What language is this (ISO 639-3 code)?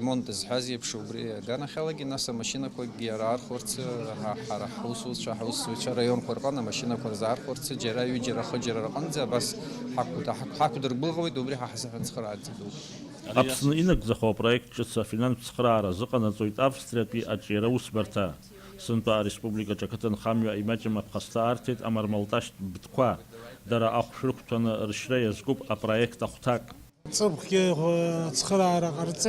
abk